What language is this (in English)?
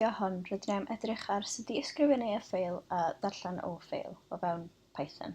Welsh